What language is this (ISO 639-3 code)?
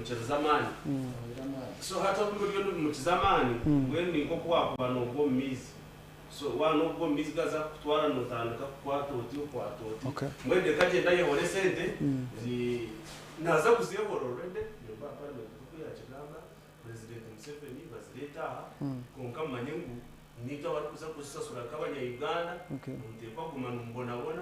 nyn